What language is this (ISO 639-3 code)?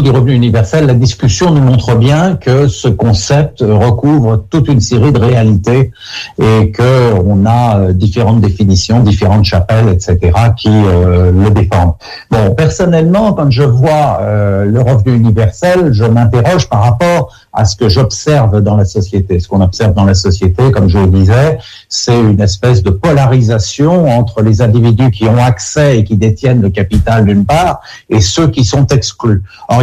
fra